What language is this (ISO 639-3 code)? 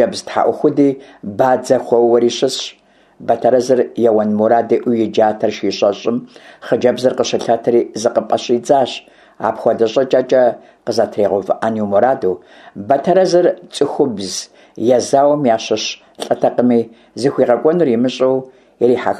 kbd